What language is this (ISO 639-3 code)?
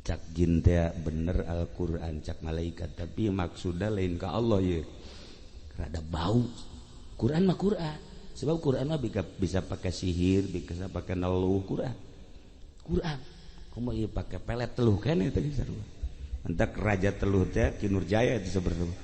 sun